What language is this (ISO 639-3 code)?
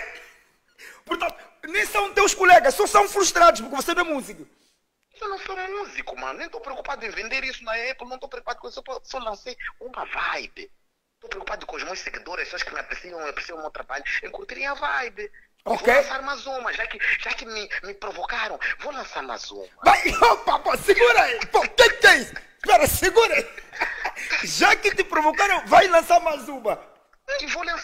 por